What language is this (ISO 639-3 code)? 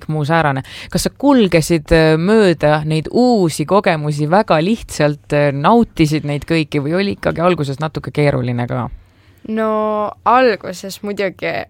est